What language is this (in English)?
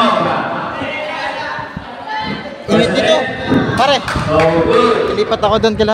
Filipino